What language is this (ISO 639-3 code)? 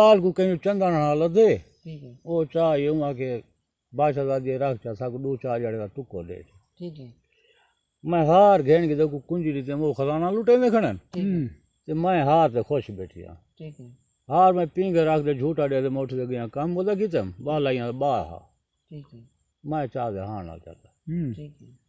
skr